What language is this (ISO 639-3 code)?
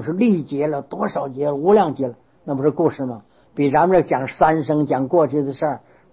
zho